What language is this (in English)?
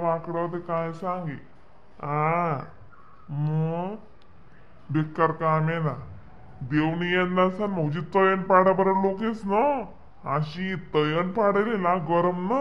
Khandesi